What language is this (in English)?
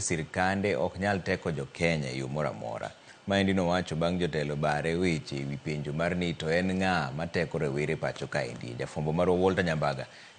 Luo (Kenya and Tanzania)